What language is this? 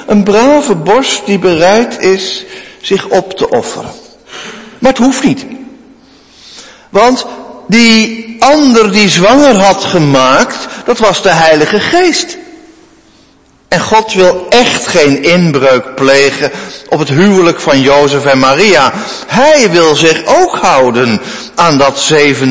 Dutch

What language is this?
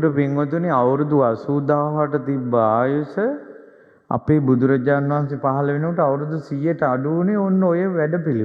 Sinhala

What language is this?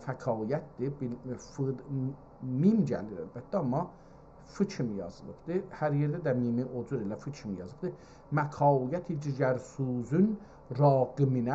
South Azerbaijani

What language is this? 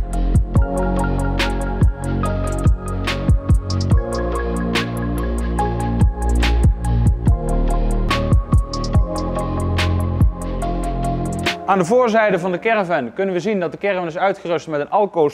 Dutch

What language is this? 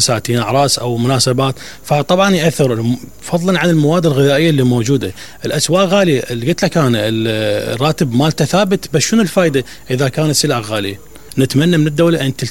Mesopotamian Arabic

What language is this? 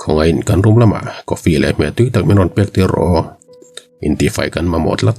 Mizo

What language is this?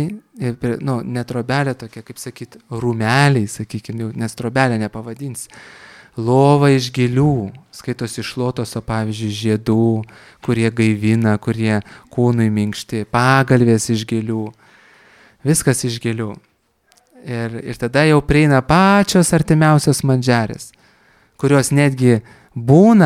Lithuanian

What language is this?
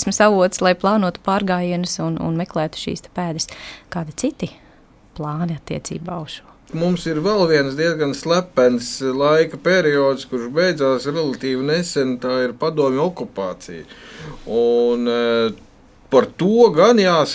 Latvian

